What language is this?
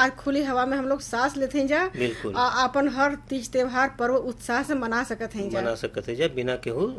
Bhojpuri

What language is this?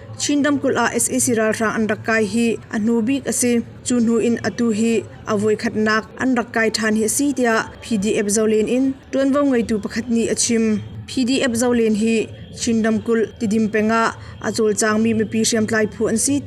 Hakha Chin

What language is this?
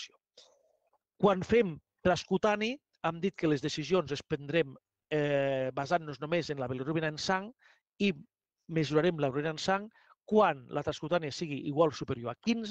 Catalan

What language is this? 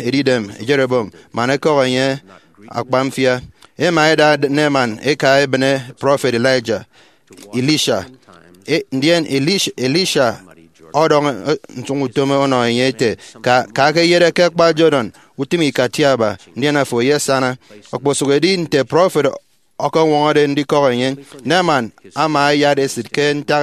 Efik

